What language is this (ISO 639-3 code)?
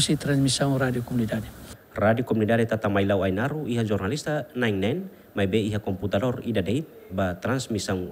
tet